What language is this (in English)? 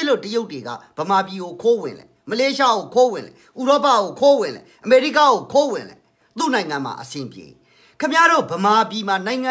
Burmese